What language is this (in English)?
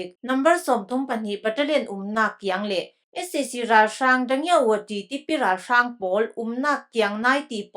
Falam Chin